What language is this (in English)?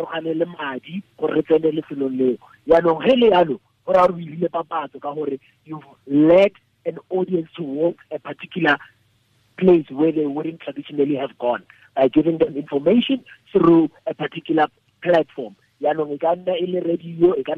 Tswana